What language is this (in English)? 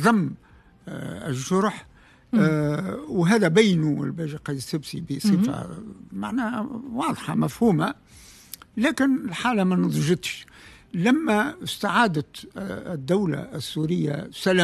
Tunisian Arabic